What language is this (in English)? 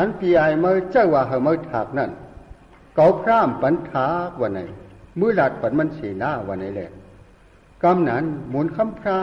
Shan